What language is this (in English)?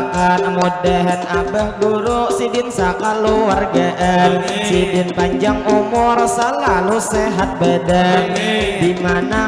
Banjar